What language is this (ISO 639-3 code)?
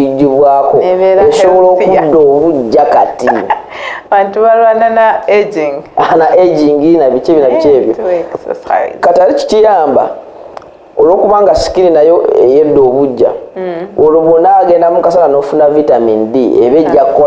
lug